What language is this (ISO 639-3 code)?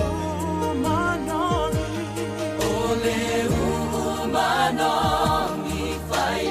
smo